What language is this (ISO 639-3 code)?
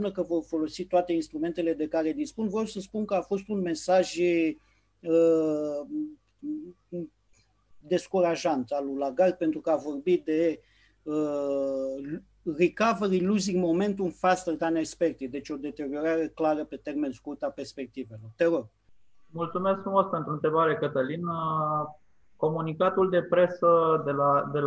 ron